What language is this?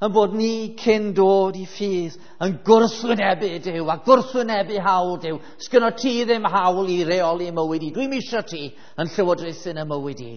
Welsh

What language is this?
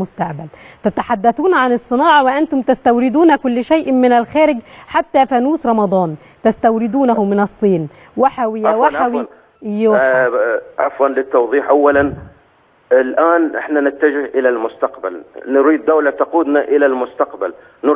Egyptian Arabic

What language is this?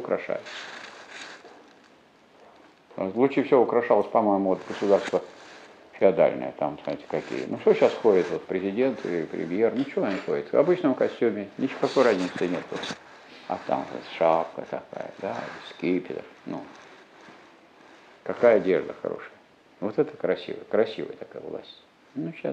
Russian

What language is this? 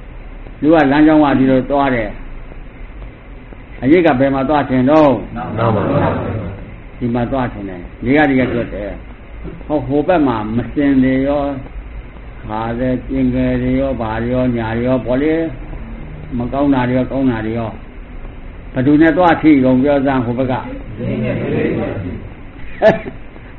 Burmese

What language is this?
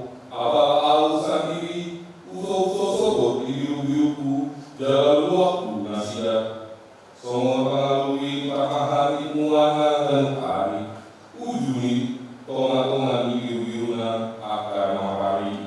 Batak Toba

